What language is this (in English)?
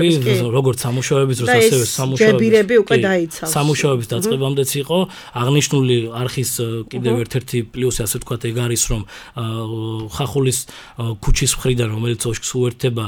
Georgian